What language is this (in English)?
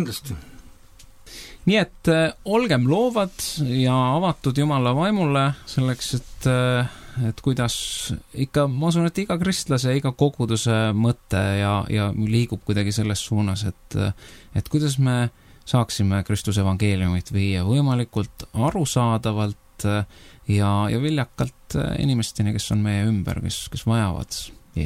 Estonian